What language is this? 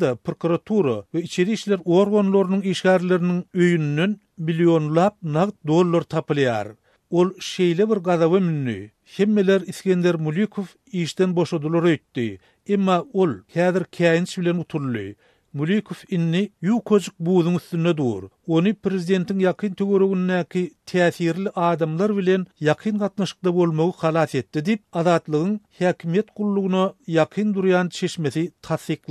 Turkmen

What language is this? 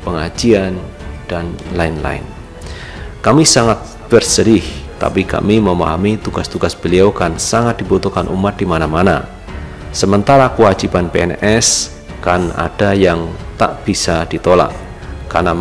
Indonesian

